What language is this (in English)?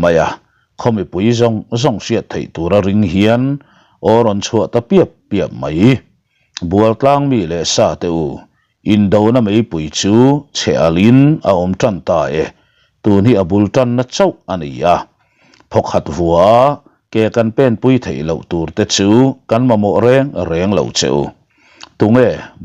Mizo